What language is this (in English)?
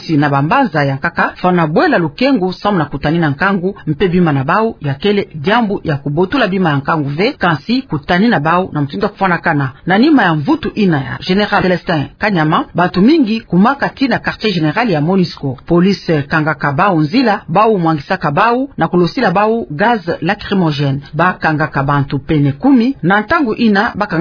Kituba (Democratic Republic of Congo)